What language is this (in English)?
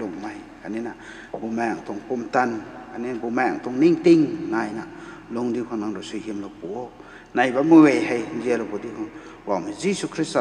Rongmei Naga